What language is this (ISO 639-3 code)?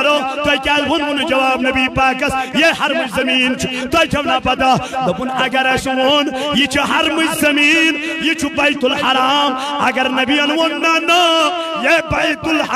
kas